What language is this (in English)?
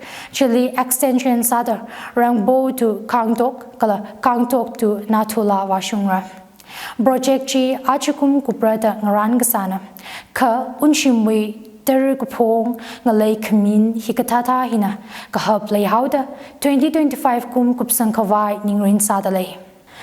Tangkhul Naga (India)